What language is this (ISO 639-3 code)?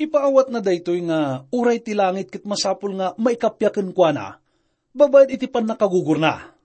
ilo